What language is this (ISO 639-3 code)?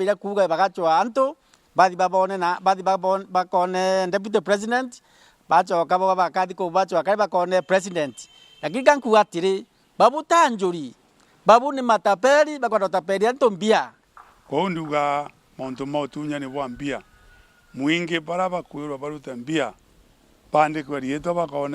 mer